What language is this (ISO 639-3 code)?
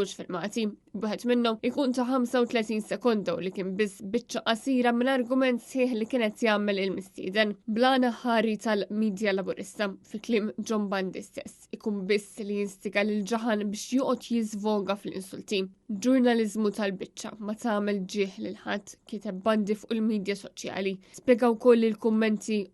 mlt